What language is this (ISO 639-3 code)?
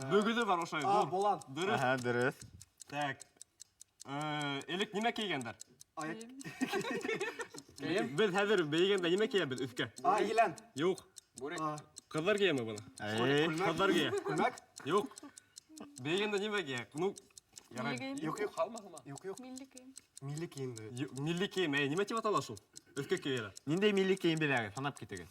bak